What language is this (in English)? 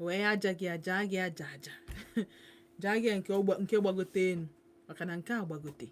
Igbo